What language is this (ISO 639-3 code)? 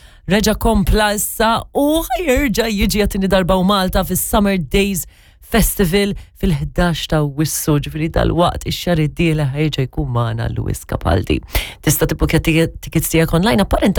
mlt